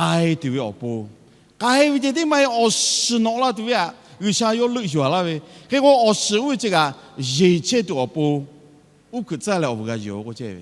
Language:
Lahu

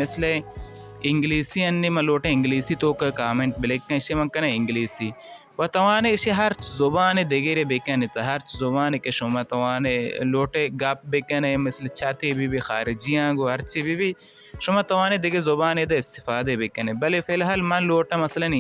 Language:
Baluchi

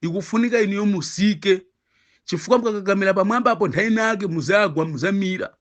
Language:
Nyanja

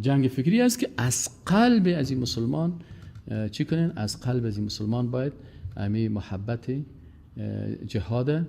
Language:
Persian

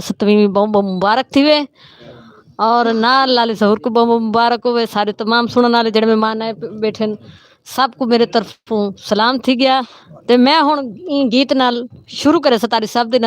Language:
Saraiki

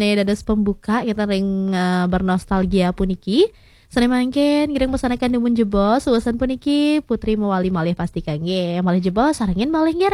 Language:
Balinese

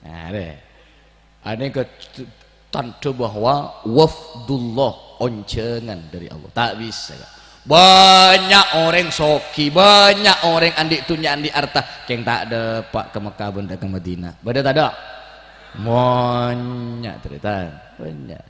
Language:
Madurese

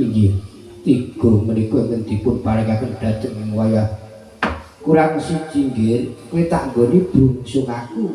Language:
Javanese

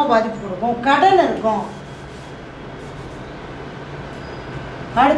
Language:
Tamil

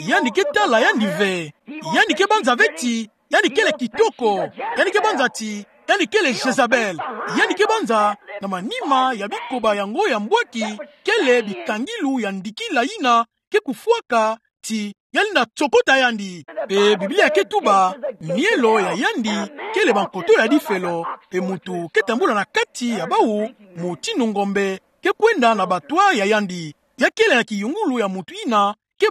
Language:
Kituba (Democratic Republic of Congo)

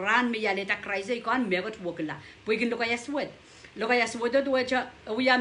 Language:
Pohnpeian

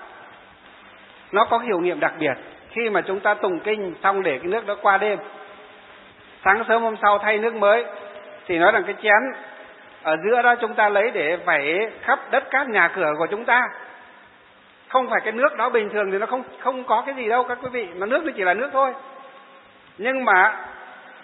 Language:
Vietnamese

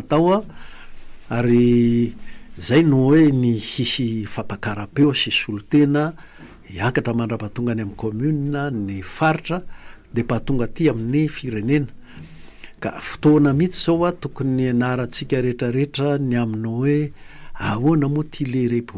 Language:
Malagasy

